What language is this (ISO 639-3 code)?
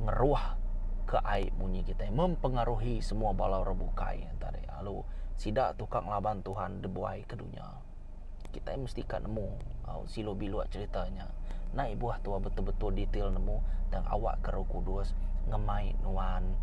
iba